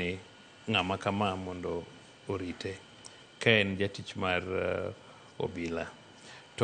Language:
Luo (Kenya and Tanzania)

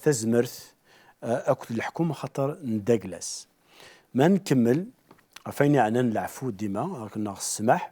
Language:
Kabyle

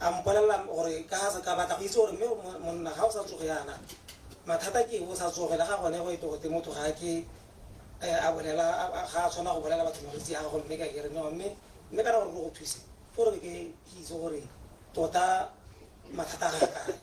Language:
Tswana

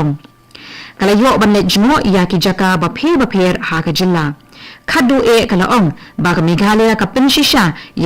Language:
Khasi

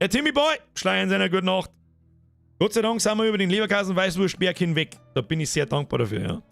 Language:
Bavarian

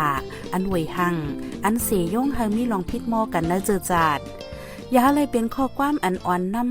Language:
Shan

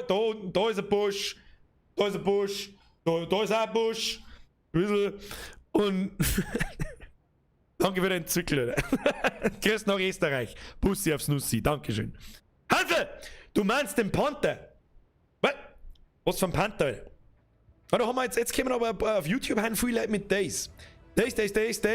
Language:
Bavarian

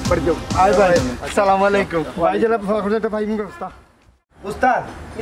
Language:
Sylheti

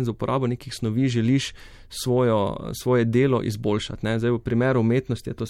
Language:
Slovenian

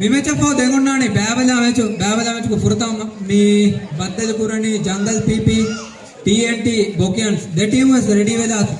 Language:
Divehi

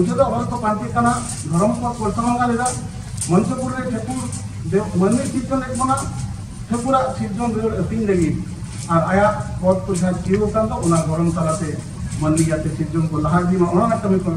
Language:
Santali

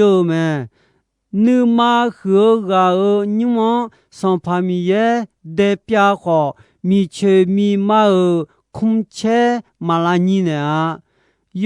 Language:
Akha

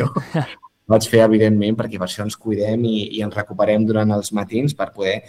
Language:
Catalan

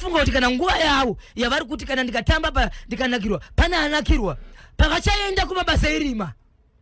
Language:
Shona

